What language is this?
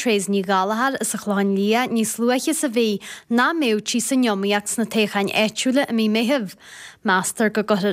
Irish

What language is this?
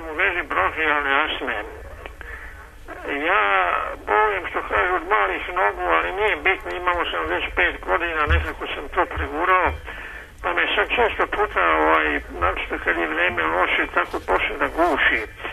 Serbian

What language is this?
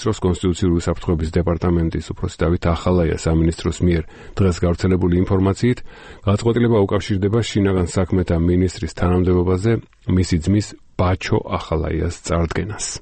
Georgian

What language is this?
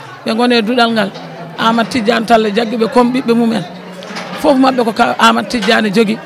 Fula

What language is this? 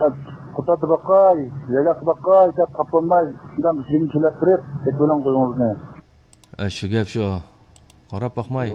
Uyghur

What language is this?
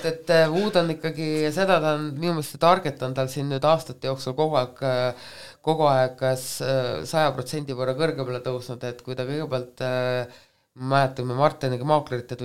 Estonian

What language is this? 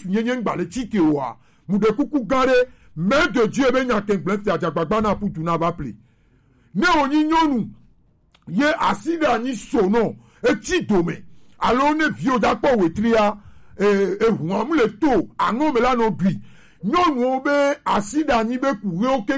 Gen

